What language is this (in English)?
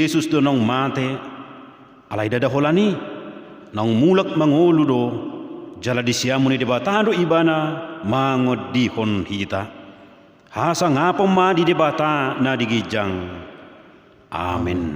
Batak Toba